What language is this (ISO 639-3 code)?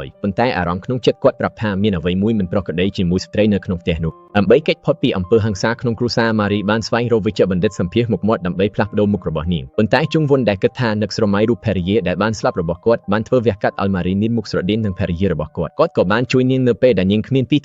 khm